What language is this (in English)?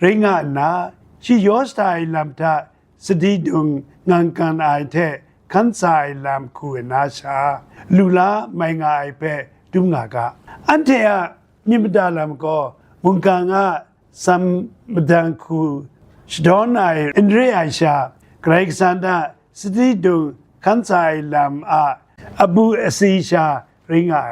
Kachin